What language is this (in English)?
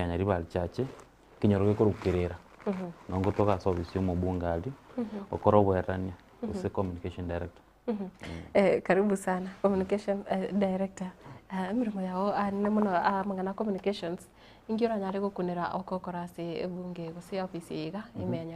Gusii